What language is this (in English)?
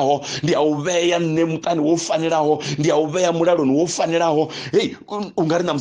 Venda